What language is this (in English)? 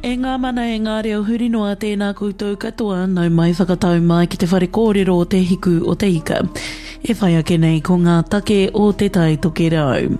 Māori